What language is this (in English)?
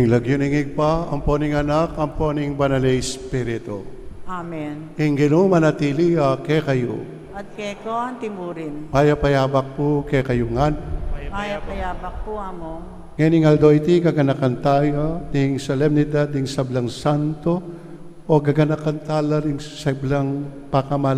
Pampanga